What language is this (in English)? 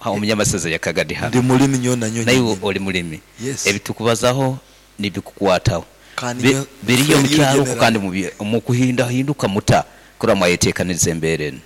Nyankole